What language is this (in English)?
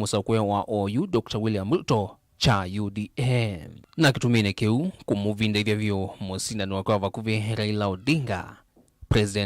Kamba